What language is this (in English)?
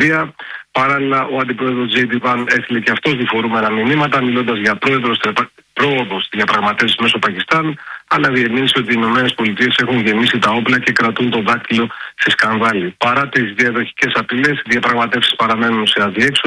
Greek